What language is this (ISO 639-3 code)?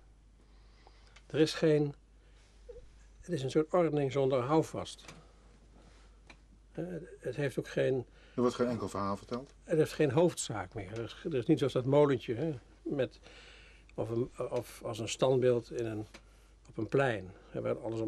nld